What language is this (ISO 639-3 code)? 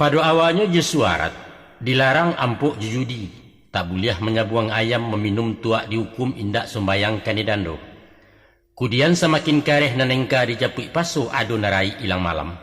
min